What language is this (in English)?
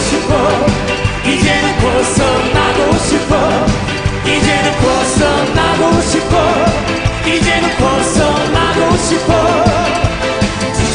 Korean